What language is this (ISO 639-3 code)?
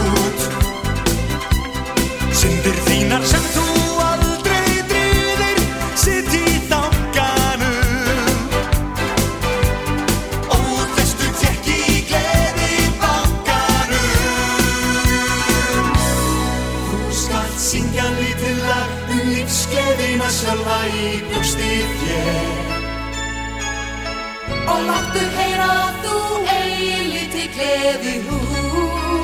isl